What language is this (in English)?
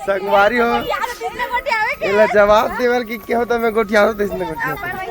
Chhattisgarhi